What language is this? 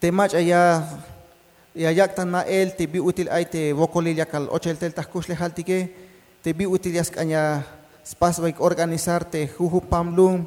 Tzeltal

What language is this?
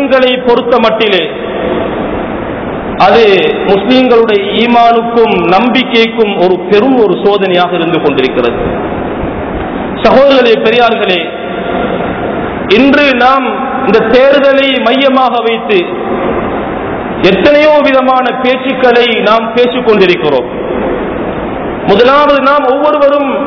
Tamil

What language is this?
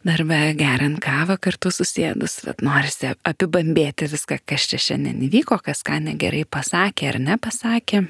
Lithuanian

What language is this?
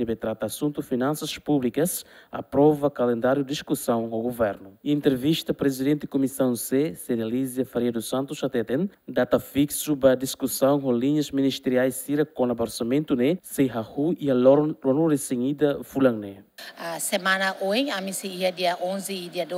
Tetum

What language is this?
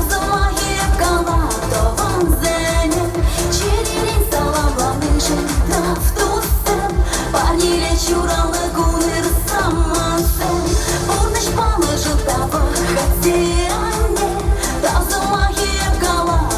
Chuvash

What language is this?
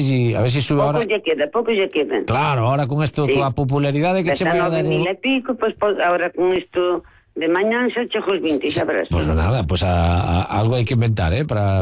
Galician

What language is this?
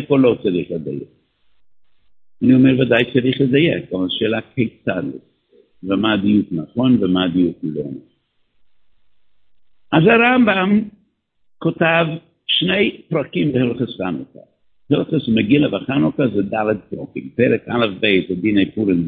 Hebrew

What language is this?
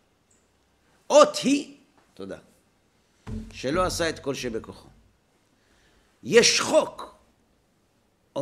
Hebrew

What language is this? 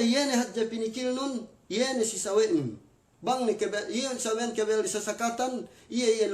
Yakan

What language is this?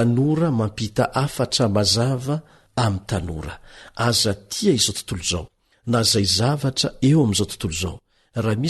Malagasy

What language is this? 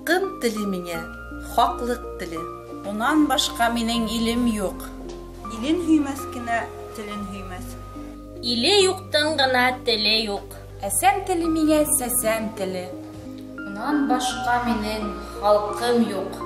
Bashkir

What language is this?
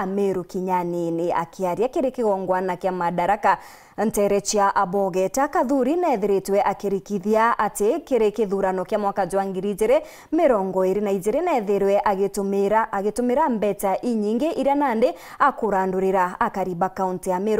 Meru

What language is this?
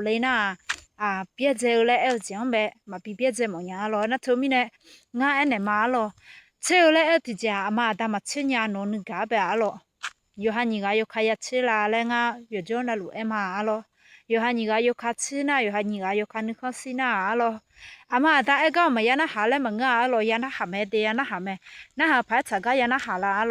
Akha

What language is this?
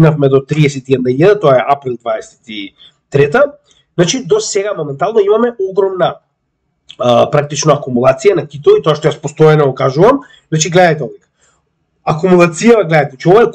Macedonian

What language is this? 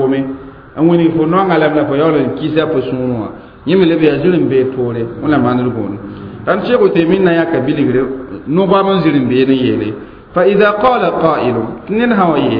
Mossi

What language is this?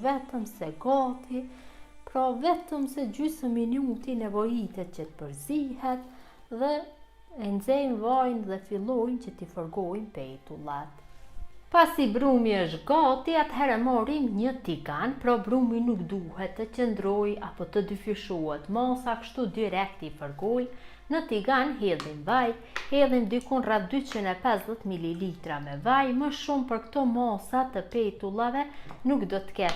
Albanian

